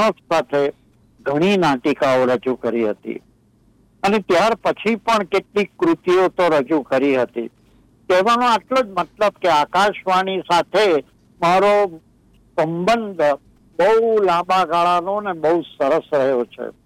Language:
Gujarati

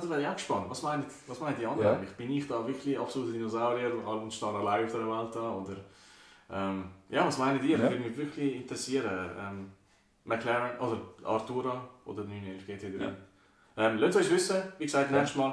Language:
Swiss German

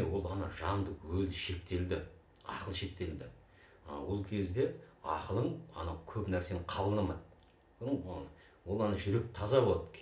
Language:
Kazakh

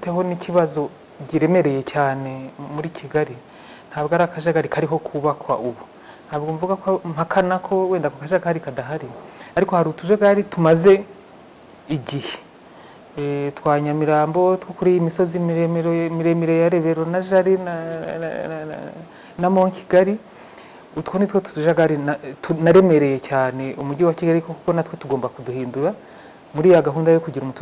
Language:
Kinyarwanda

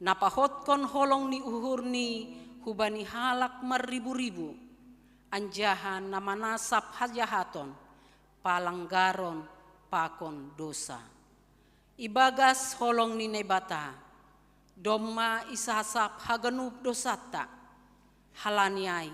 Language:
Batak Simalungun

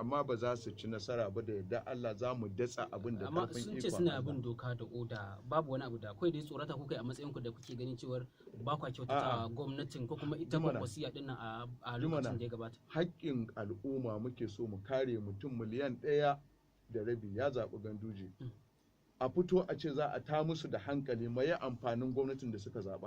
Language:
Hausa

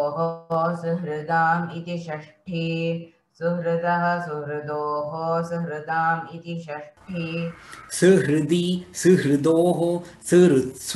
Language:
Sanskrit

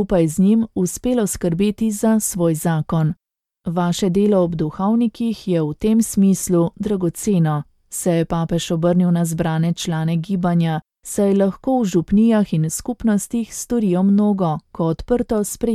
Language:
Slovenian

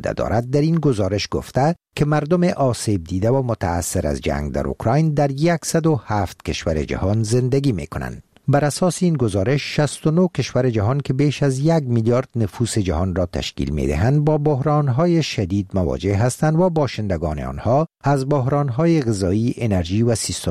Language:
Persian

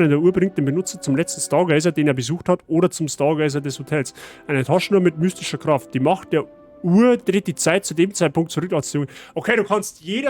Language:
Bavarian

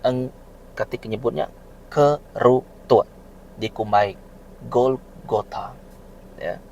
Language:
Iban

